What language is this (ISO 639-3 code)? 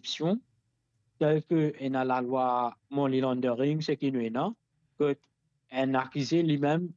mfe